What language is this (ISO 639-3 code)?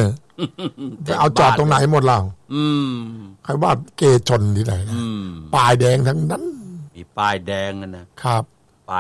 tha